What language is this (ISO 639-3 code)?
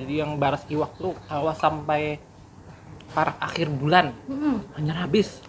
bjn